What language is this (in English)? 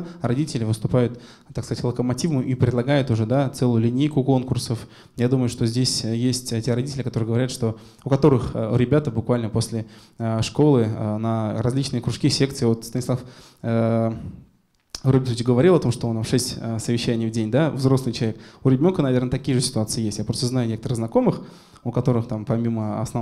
Russian